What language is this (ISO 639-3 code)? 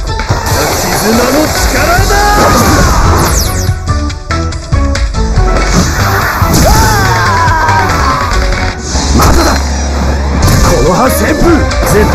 jpn